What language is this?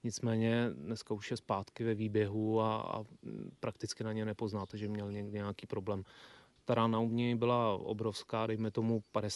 Czech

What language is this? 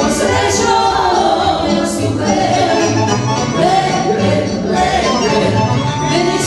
Serbian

